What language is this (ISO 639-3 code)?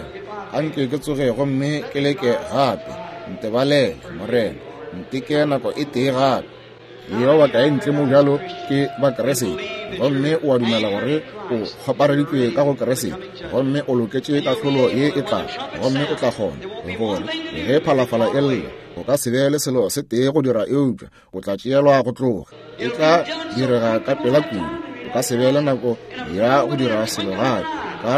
nso